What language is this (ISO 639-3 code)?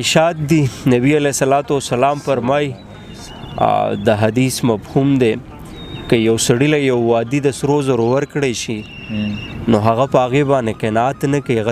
pus